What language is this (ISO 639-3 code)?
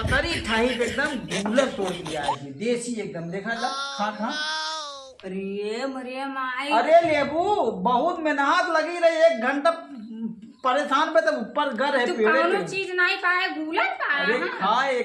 awa